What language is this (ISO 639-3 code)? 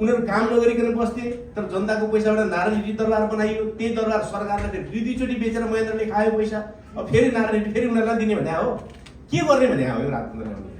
nep